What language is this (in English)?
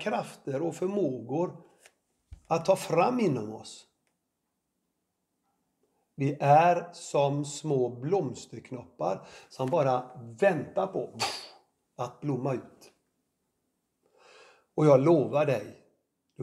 Swedish